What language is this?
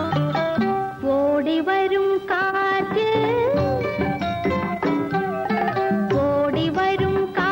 Malayalam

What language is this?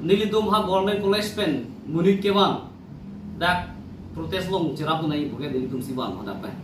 Karbi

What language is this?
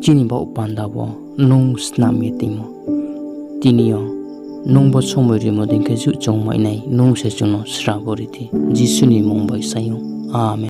Riang (India)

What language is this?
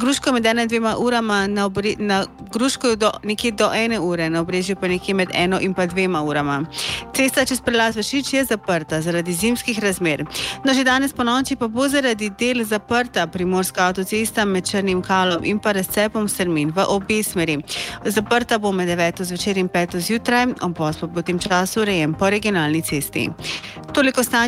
Slovenian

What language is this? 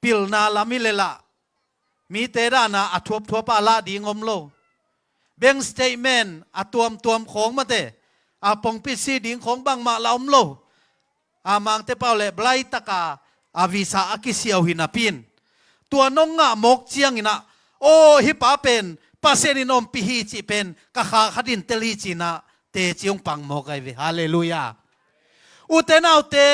Tedim Chin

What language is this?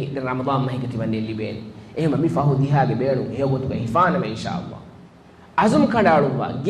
Divehi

